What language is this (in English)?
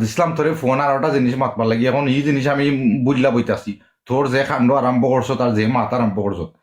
Sylheti